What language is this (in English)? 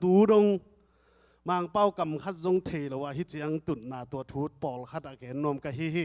Tedim Chin